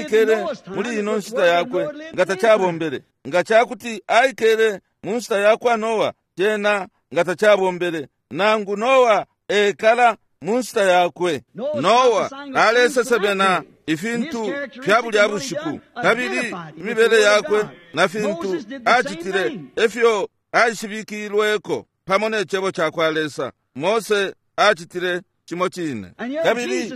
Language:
Bemba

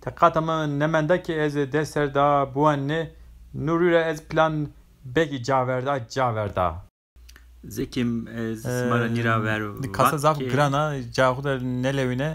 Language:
Zaza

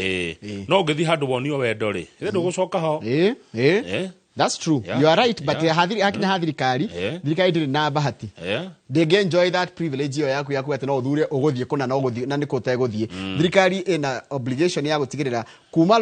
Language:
Kikuyu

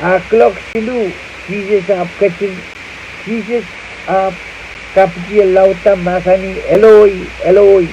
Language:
Pohnpeian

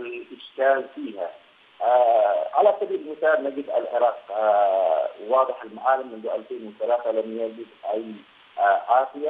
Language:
Arabic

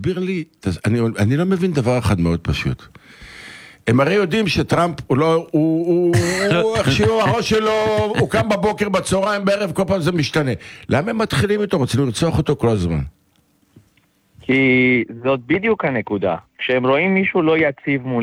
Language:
Hebrew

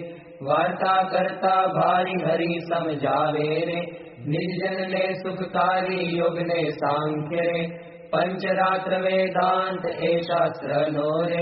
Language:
Gujarati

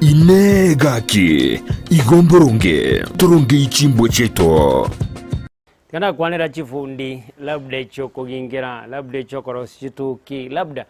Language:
Gusii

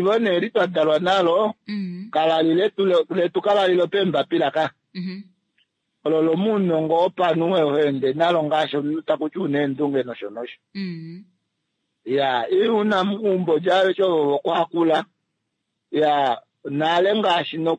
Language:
Kuanyama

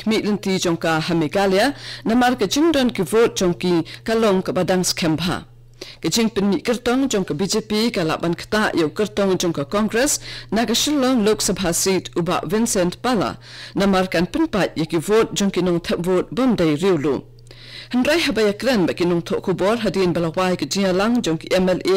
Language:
Khasi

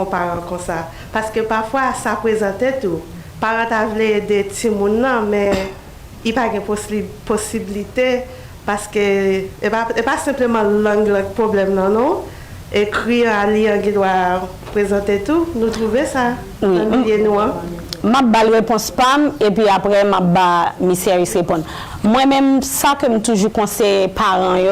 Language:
Haitian Creole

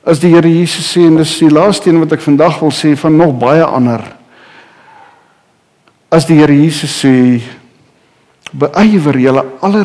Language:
Afrikaans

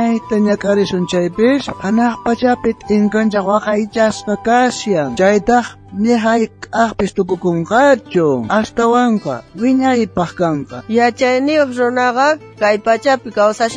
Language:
South Bolivian Quechua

